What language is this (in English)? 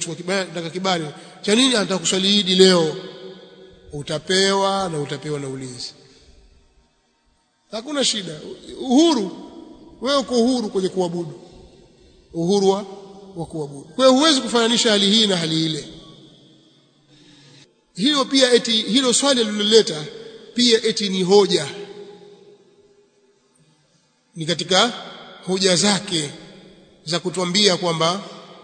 Swahili